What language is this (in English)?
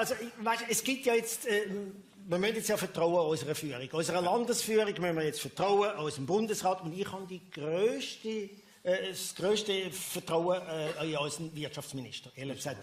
Swiss German